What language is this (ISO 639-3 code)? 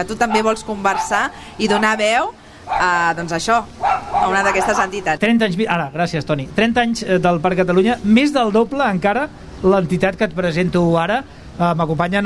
cat